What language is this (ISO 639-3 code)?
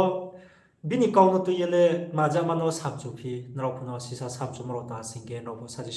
ria